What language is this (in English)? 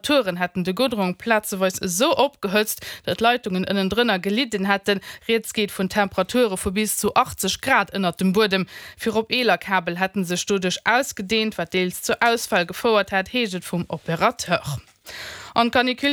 Luxembourgish